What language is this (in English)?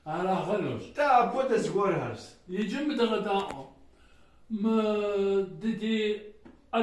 Kabardian